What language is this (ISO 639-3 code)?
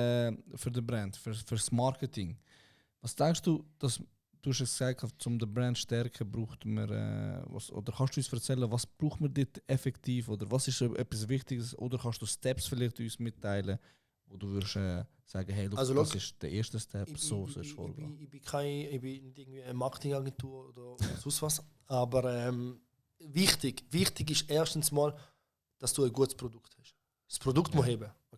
gsw